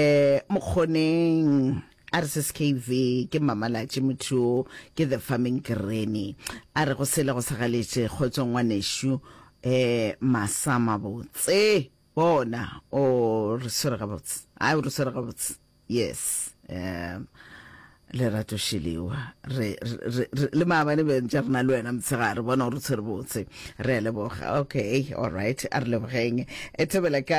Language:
Northern Sotho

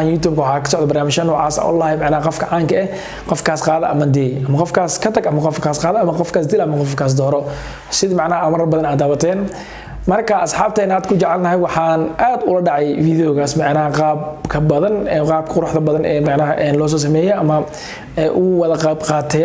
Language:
Somali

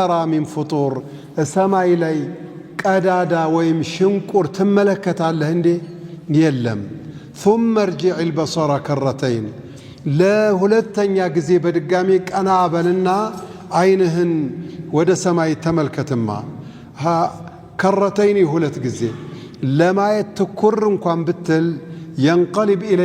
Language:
Amharic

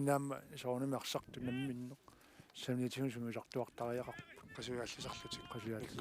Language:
Kalaallisut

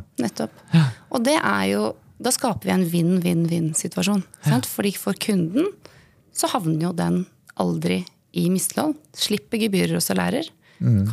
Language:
Norwegian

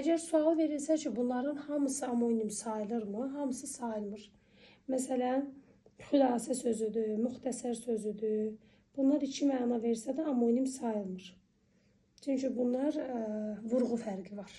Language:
Azerbaijani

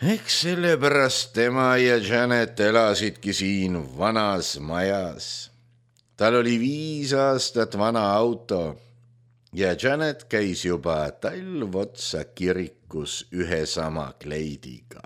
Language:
Estonian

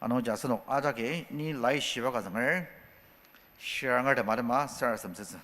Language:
Ao Naga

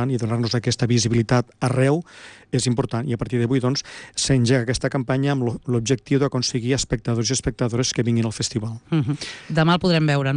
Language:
Catalan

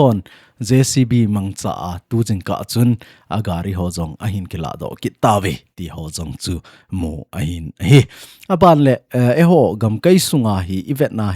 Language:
Thado Chin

